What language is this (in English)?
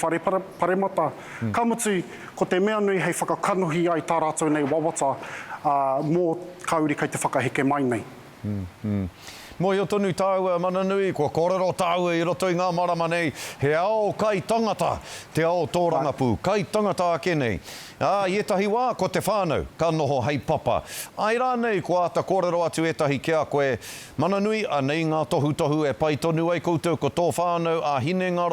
Māori